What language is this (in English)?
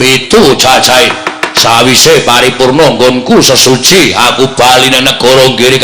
Javanese